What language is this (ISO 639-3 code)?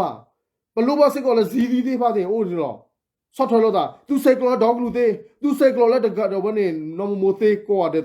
ksw